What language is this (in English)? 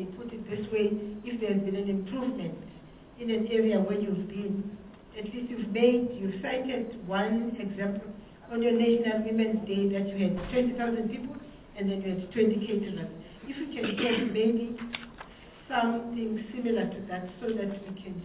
English